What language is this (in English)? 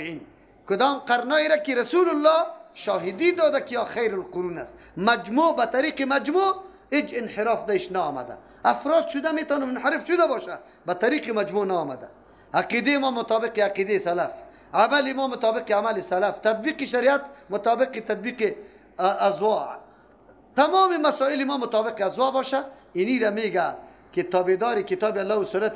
Persian